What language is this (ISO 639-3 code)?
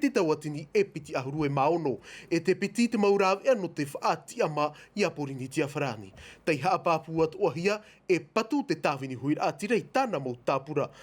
tah